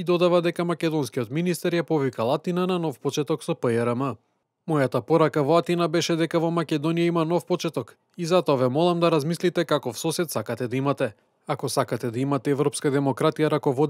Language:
Macedonian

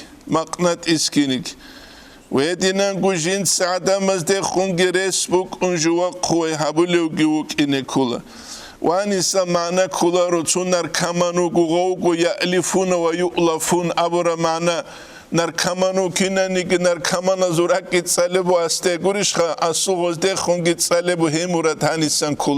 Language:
Avaric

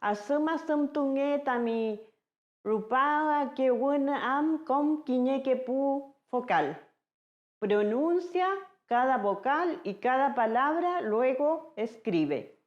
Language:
Mapuche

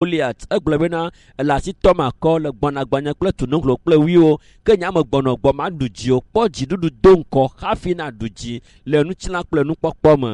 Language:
Ewe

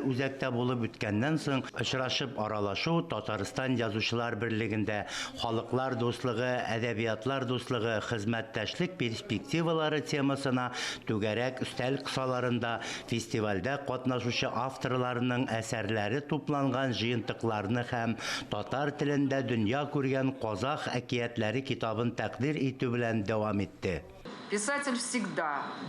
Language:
Tatar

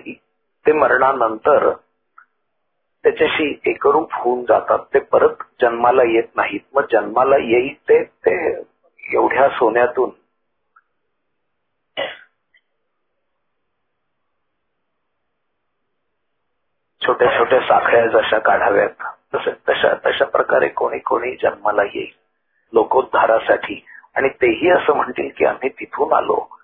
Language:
Marathi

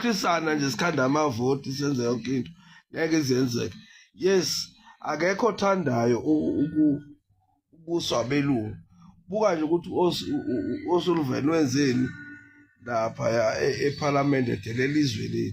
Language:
Zulu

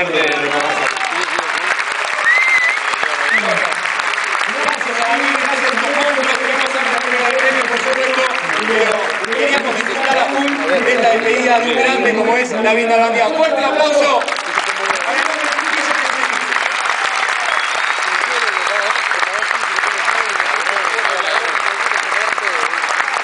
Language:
Spanish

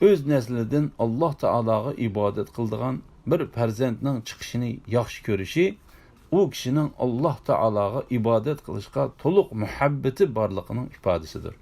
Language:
Uyghur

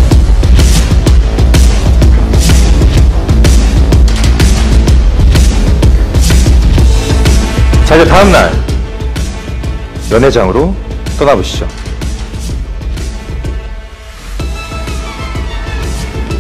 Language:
Korean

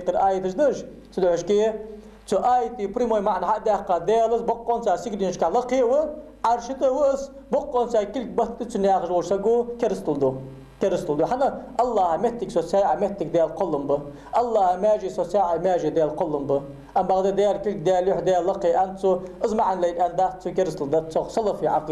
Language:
Ingush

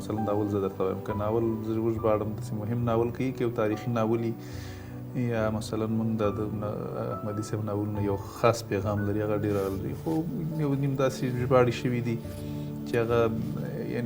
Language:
Pashto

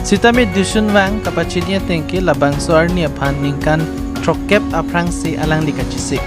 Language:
Karbi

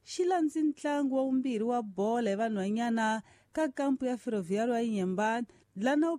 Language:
Tsonga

